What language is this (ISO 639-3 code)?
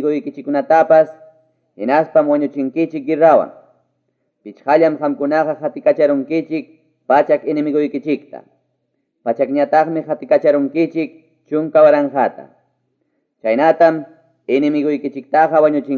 quy